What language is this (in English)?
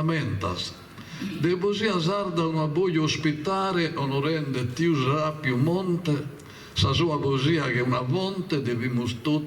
Sardinian